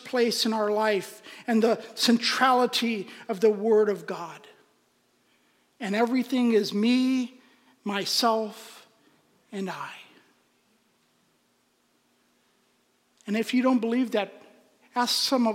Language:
English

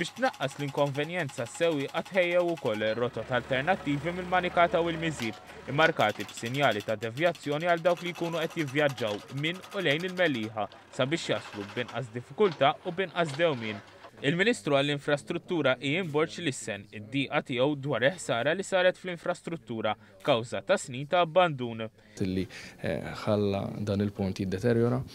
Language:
Maltese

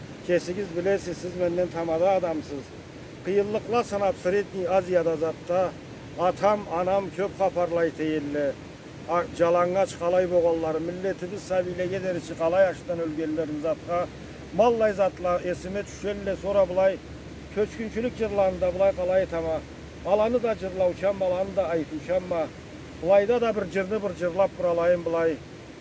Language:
Karachay-Balkar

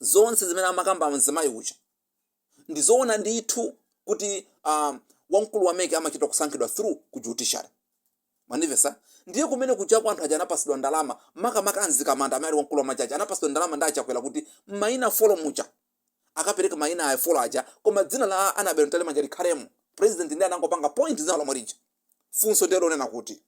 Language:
Nyanja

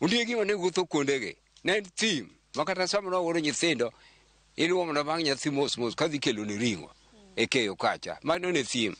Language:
Luo (Kenya and Tanzania)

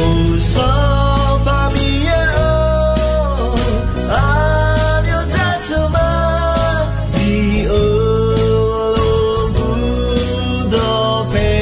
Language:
Akha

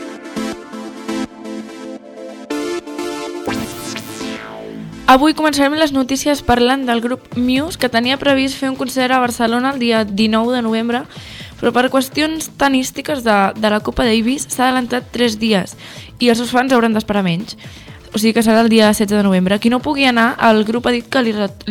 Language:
Catalan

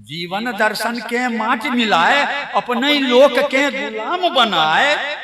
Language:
Maithili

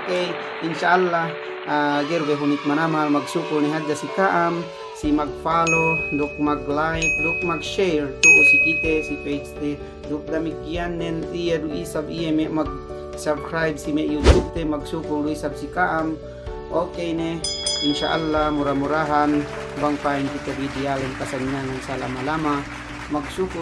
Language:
Yakan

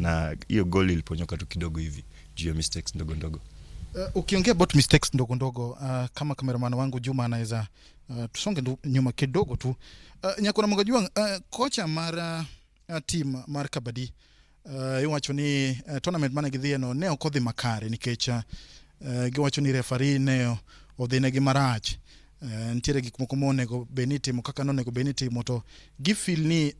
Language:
Luo (Kenya and Tanzania)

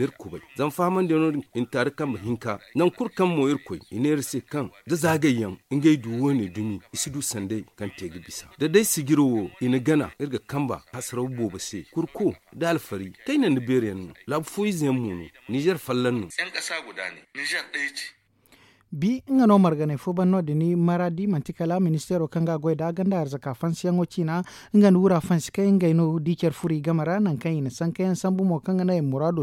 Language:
Zarma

